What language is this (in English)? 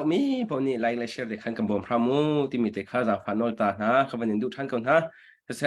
Hakha Chin